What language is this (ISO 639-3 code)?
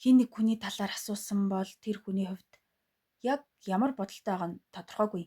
mon